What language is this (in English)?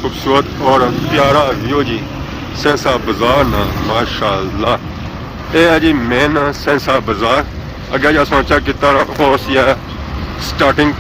Pahari-Potwari